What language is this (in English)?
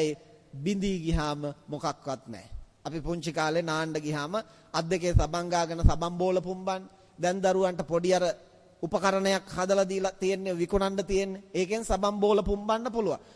Sinhala